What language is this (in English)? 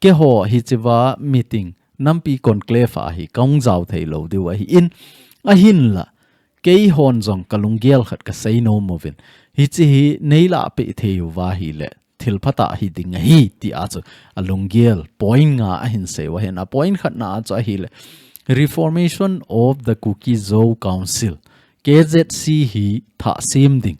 Thado Chin